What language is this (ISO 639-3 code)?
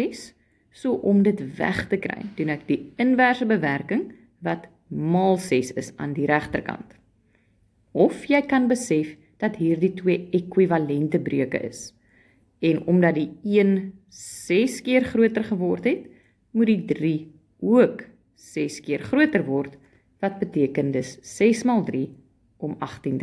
afr